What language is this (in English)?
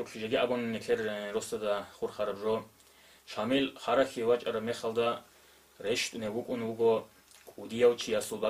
Avaric